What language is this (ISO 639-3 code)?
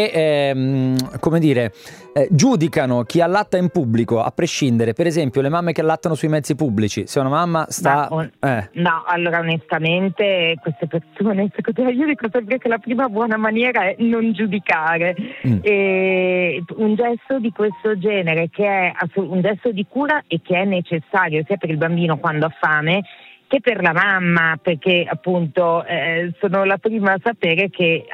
ita